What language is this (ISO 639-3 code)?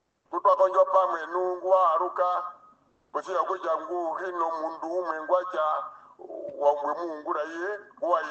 her